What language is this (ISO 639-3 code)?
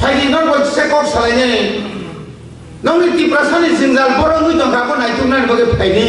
trp